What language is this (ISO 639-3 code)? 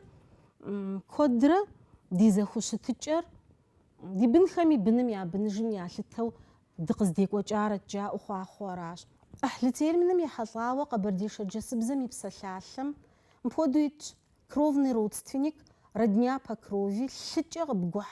kbd